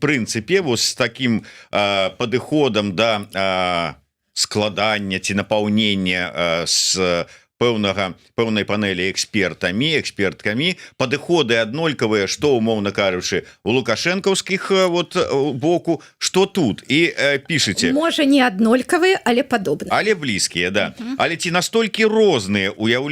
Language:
Belarusian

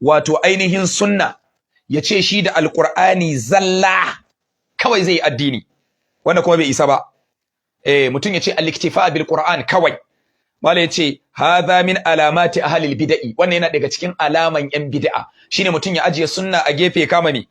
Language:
Hausa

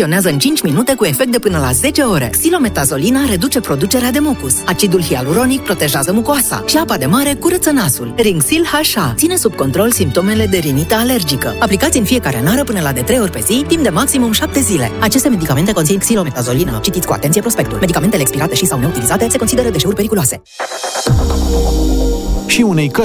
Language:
Romanian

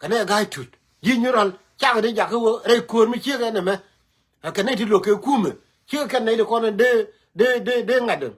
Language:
Nuer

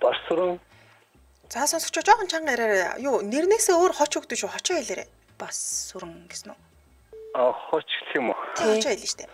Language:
Mongolian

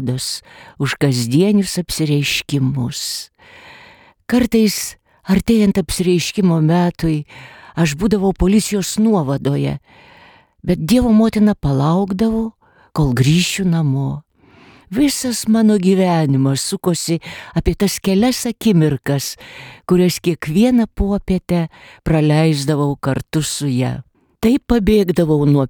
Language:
Lithuanian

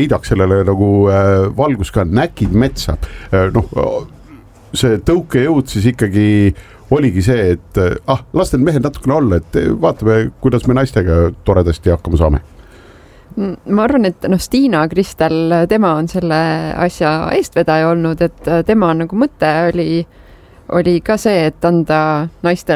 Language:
Estonian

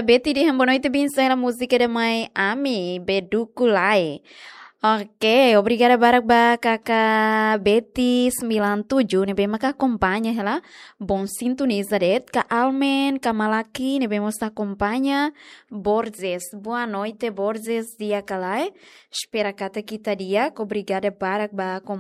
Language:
Tetum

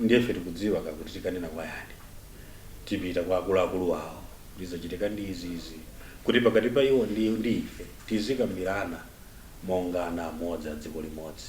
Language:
Nyanja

